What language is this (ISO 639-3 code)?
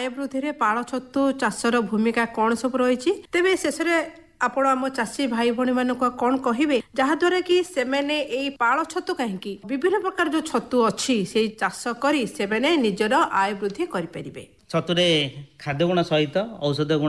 ori